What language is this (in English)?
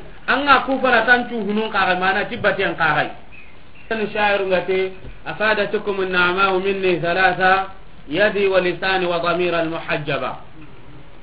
Soninke